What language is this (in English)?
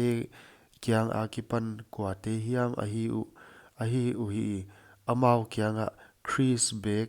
Paite Chin